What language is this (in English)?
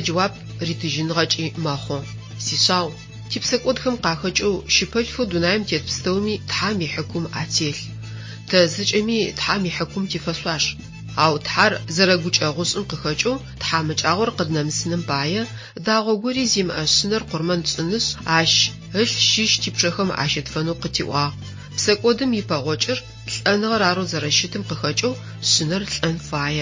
Adyghe